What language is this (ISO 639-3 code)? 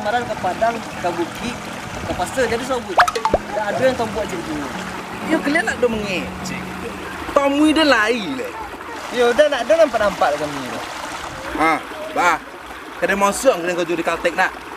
min